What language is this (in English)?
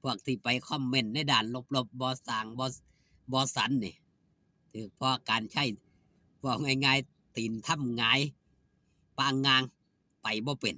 Northeastern Thai